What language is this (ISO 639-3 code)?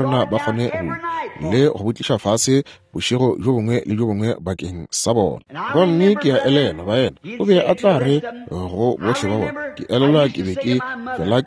nso